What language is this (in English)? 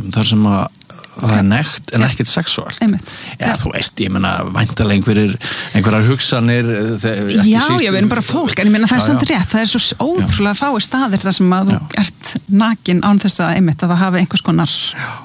Icelandic